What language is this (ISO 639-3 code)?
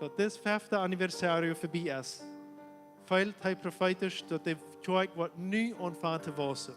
pdt